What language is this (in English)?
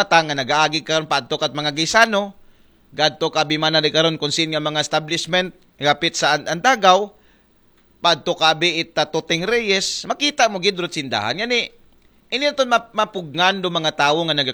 Aklanon